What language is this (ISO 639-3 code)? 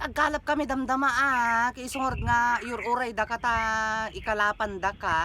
ilo